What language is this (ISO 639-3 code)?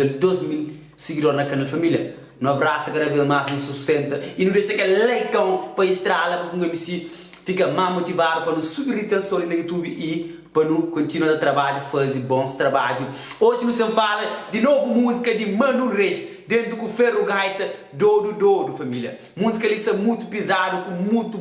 kea